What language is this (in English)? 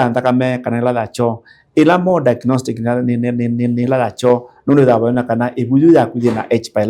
Kamba